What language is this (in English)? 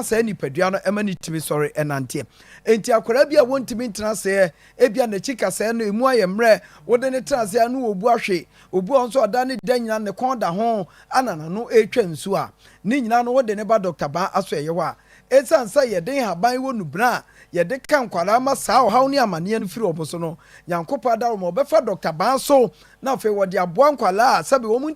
Akan